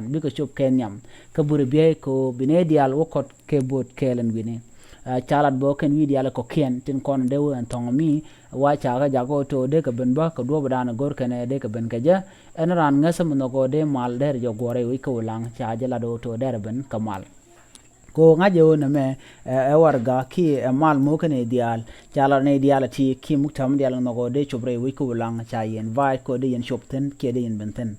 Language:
Nuer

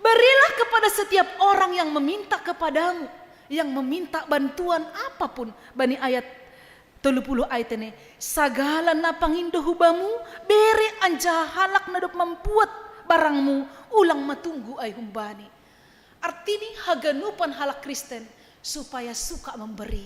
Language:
Batak Simalungun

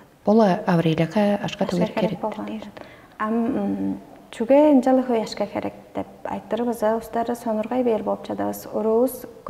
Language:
Tuvinian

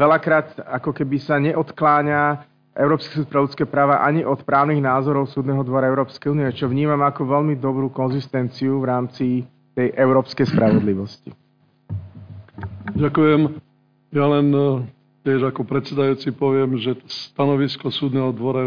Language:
Slovak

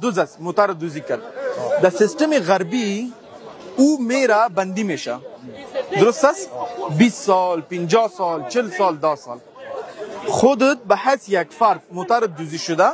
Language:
Persian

